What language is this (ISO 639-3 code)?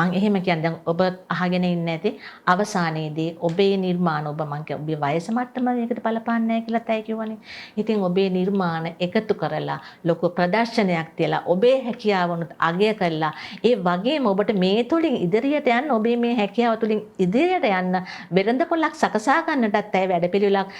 sin